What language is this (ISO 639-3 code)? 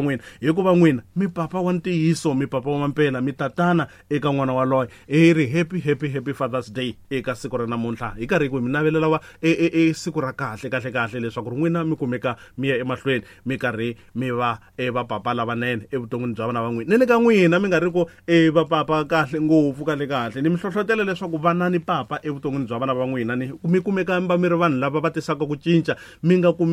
tso